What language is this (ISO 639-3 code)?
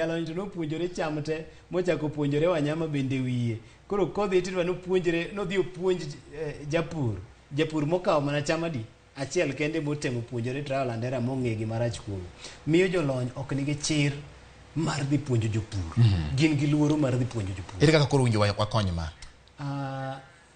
luo